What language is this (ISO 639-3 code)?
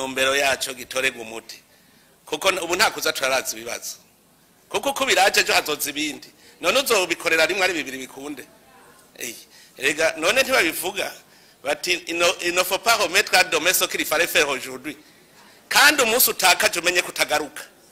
run